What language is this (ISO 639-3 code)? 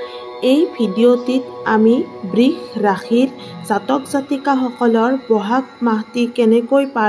asm